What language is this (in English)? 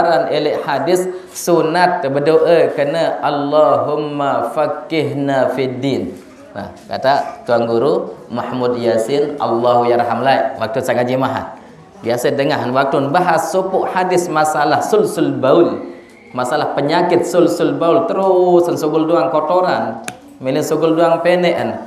Sasak